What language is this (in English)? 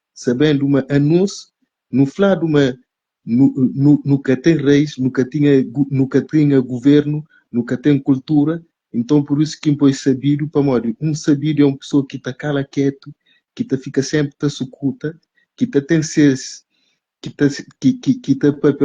Kabuverdianu